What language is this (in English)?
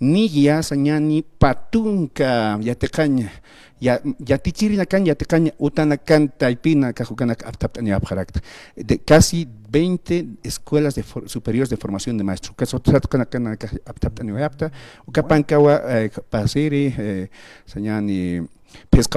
Aymara